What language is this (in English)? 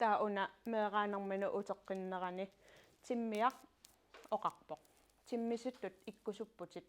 Kalaallisut